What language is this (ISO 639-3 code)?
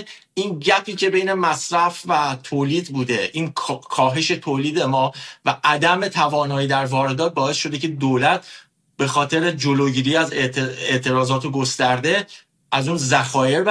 fas